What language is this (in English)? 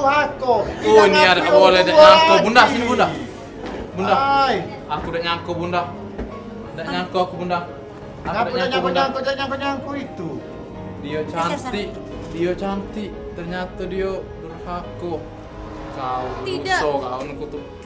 Musi